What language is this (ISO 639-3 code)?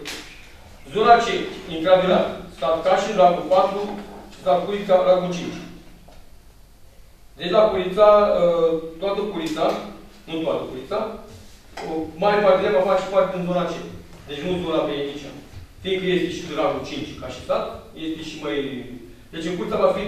ron